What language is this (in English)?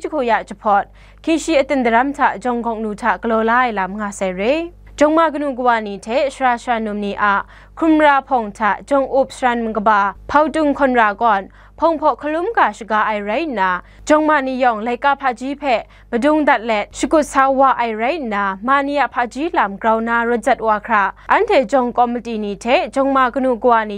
Kachin